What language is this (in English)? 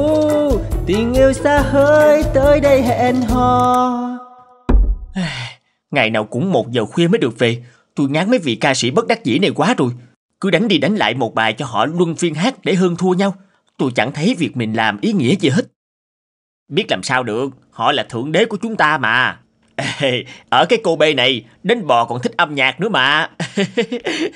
Vietnamese